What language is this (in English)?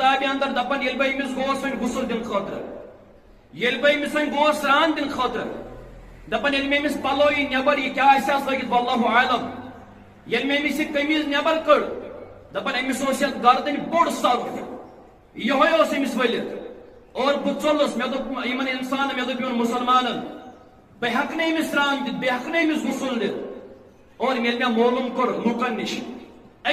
Kashmiri